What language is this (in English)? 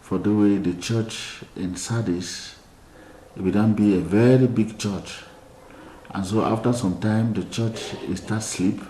Cameroon Pidgin